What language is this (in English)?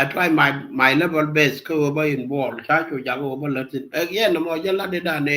Nuer